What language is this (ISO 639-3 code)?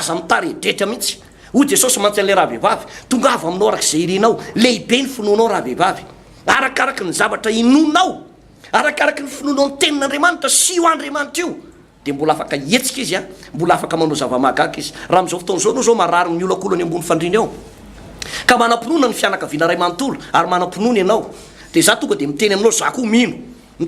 mlg